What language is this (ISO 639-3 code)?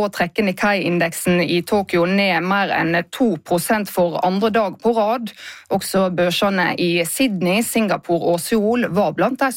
nor